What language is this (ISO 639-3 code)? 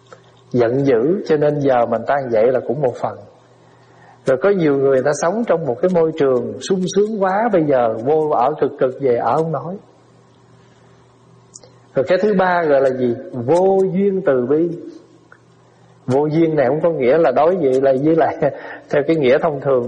vie